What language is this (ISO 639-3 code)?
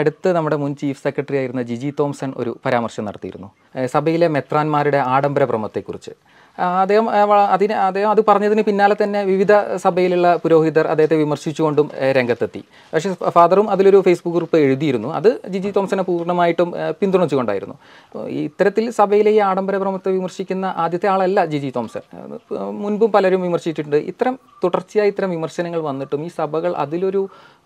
mal